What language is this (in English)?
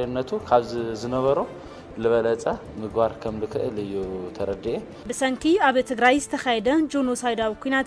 Tigrinya